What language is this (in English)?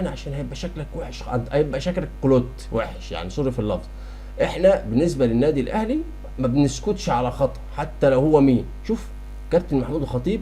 Egyptian Arabic